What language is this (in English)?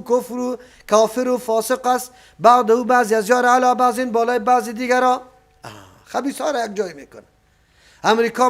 Persian